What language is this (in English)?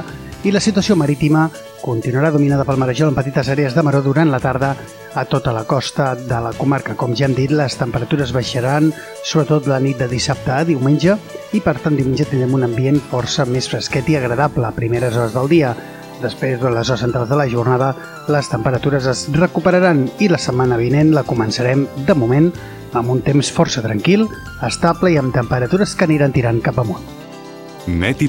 Catalan